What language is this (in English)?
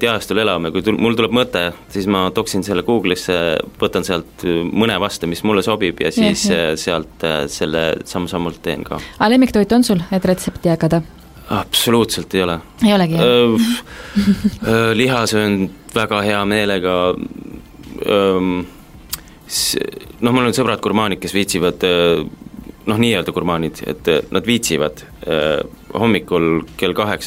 Estonian